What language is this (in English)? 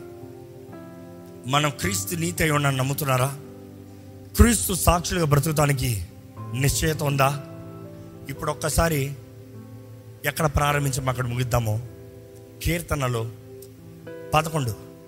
Telugu